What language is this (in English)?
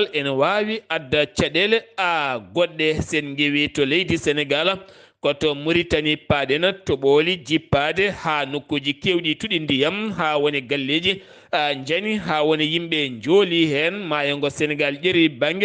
Fula